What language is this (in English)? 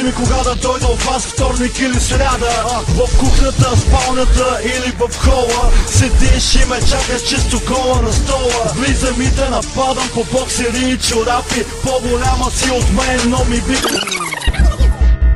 Bulgarian